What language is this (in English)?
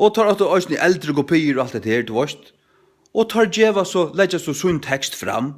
Faroese